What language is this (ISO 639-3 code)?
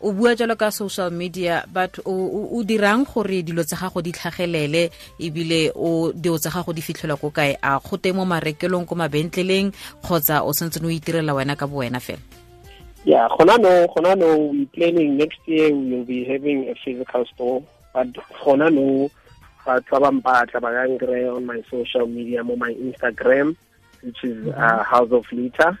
tsn